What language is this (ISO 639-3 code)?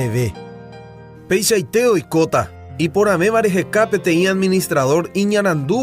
grn